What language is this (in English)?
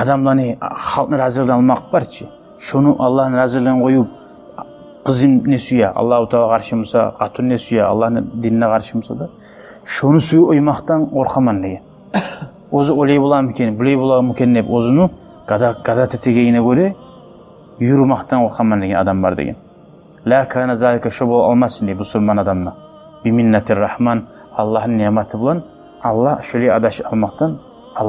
Kumyk